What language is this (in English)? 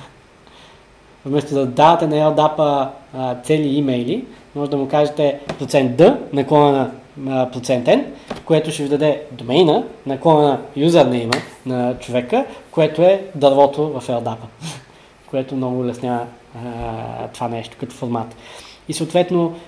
Bulgarian